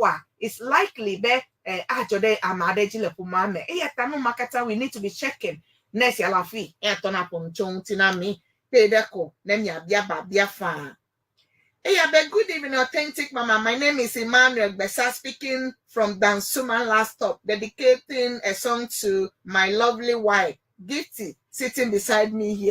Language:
Ewe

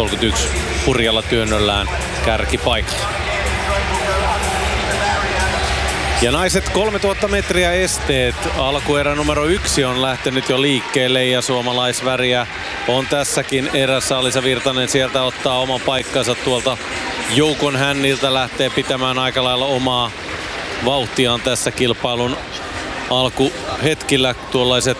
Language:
Finnish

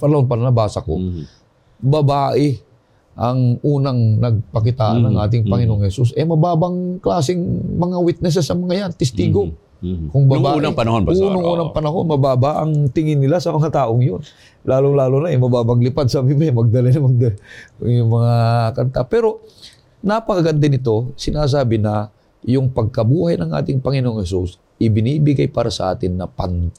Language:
Filipino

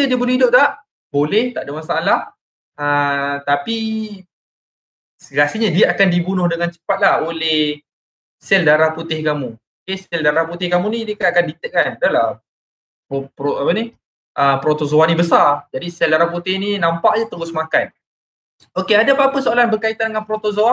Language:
Malay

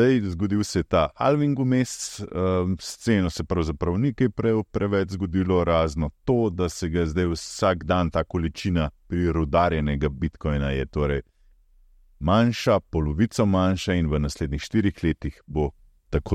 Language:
Slovenian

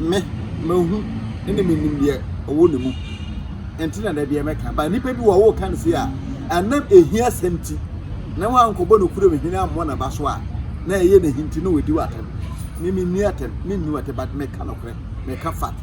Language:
Akan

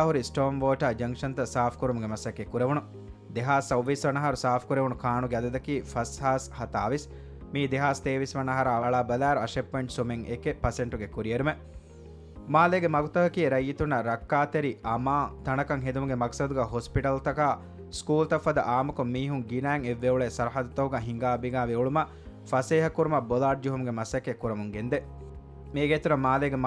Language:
Divehi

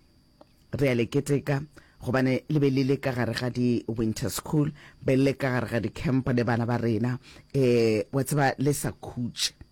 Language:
Northern Sotho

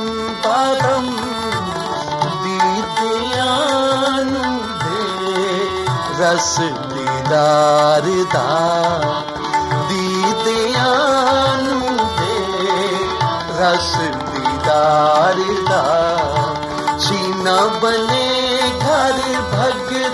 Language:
Punjabi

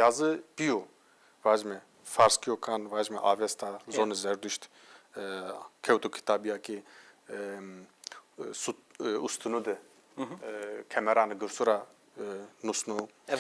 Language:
Zaza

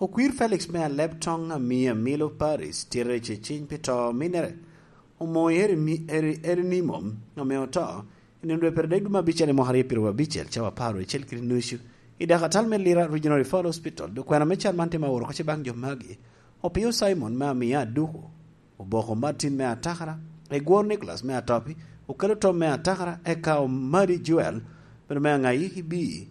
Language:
Lango (Uganda)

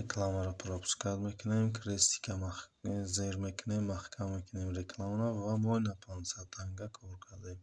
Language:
Tajik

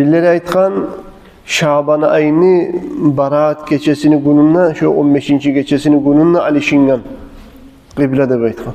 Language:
Kumyk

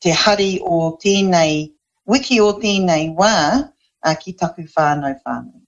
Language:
Māori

